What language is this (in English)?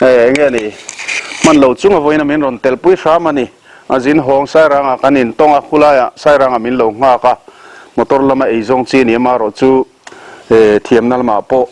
Mizo